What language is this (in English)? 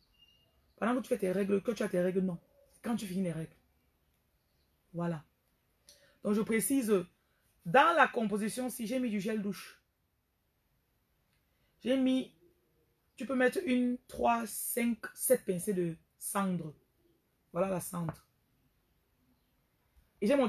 French